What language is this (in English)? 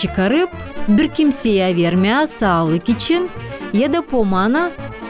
Gagauz